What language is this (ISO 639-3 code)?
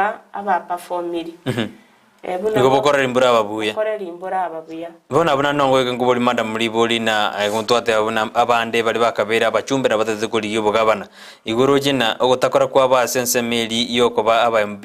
guz